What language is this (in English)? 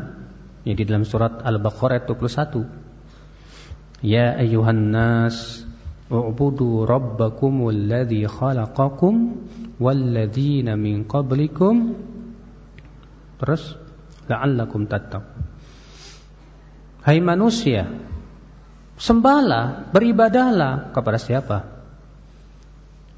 Indonesian